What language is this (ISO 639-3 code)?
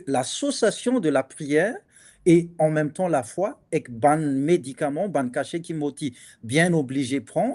mfe